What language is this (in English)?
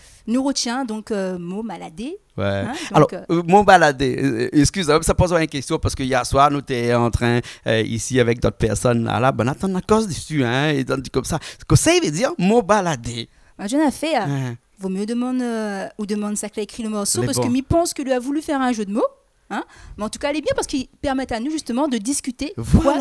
Réunion Creole French